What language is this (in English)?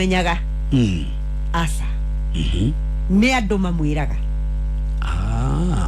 Kikuyu